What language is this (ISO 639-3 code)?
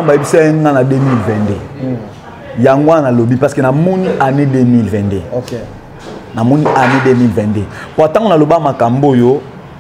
lin